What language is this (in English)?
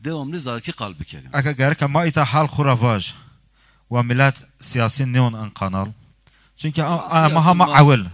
Zaza